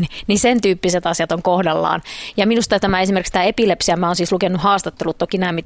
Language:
Finnish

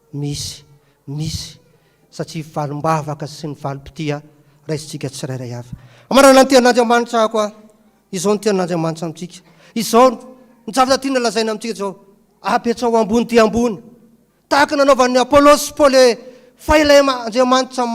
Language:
Malagasy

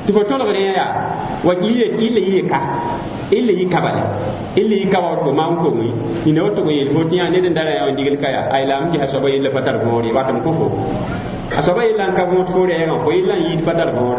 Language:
Mossi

